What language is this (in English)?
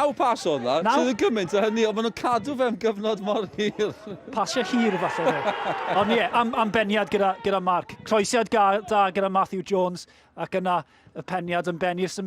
Welsh